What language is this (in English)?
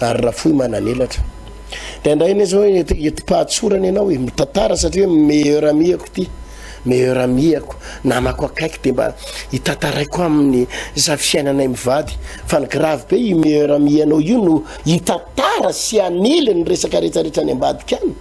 Malagasy